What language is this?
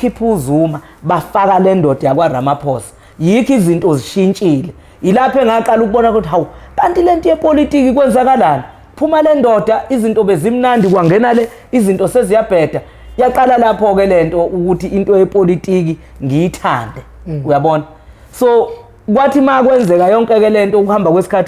Zulu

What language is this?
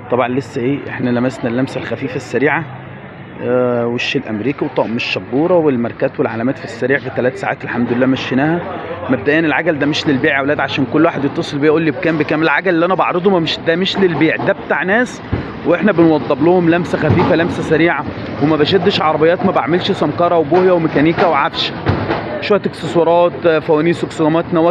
Egyptian Arabic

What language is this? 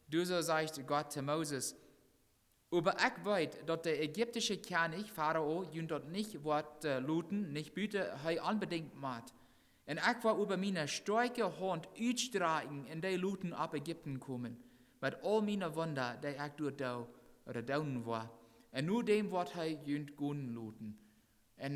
Plautdietsch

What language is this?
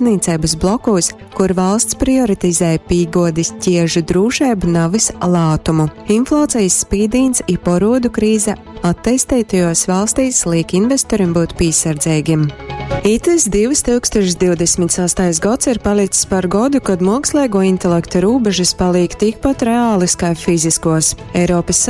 Latgalian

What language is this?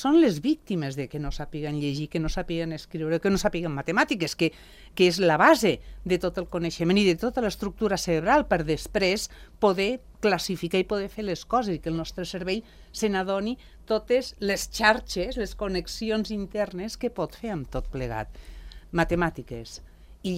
Catalan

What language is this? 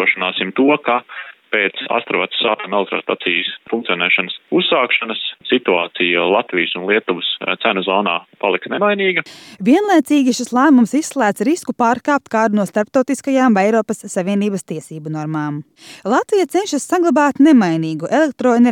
Latvian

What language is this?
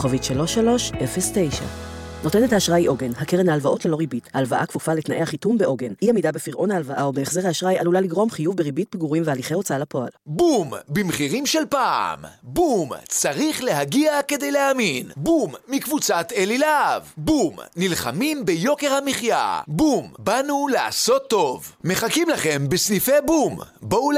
Hebrew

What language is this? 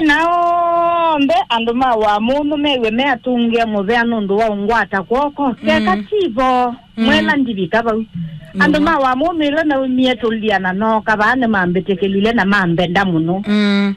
Kamba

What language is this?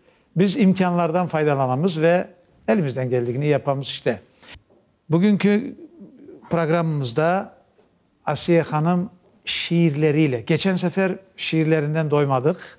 Crimean Tatar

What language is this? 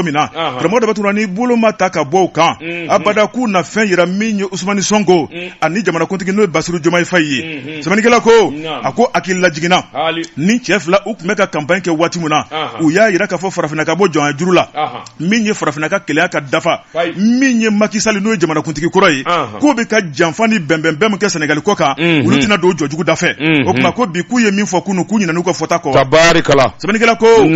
Bambara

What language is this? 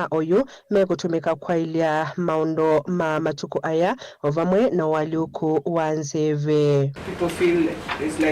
Kamba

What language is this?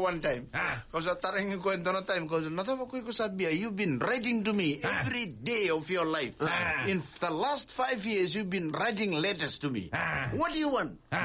Fijian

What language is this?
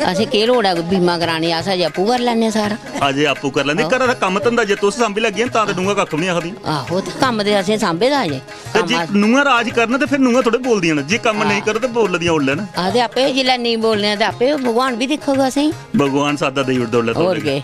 Dogri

